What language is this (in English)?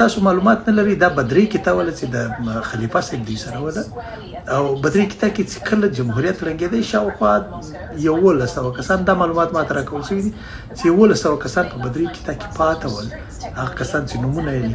Pashto